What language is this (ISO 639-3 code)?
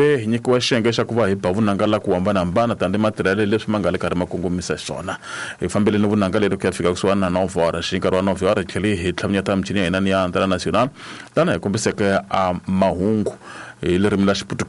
tso